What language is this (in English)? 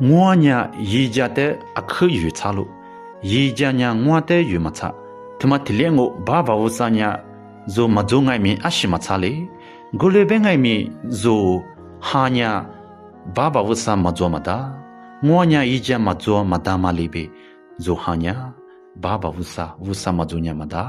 Lisu